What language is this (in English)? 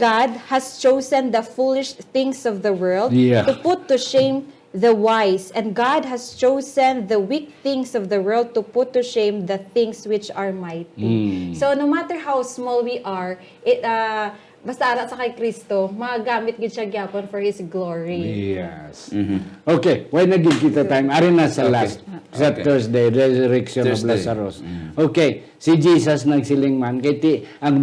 Hiligaynon